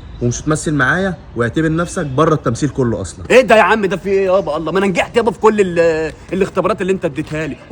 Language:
Egyptian Arabic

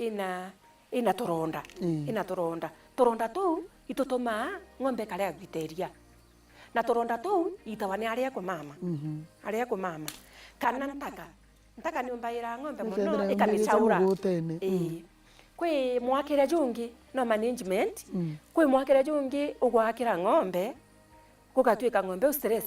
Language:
Meru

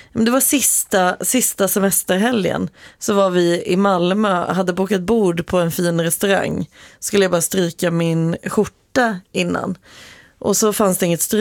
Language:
Swedish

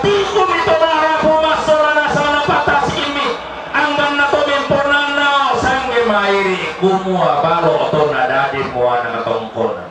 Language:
Toraja-Sa'dan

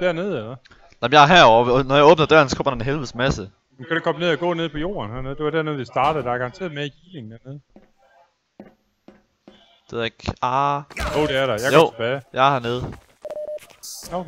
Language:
Danish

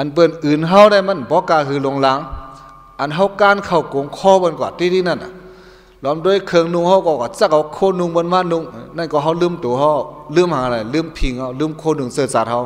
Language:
Shan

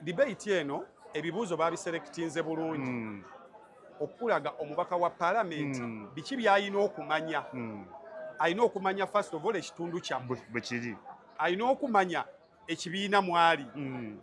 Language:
Ganda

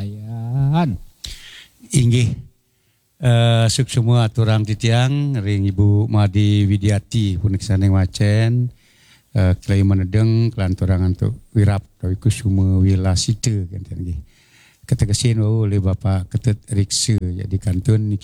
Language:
Balinese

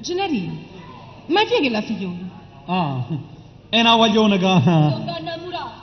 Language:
Neapolitan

